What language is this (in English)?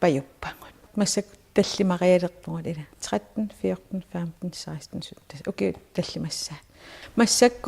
Kalaallisut